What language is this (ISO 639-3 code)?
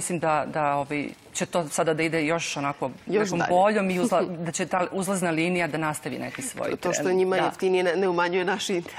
srp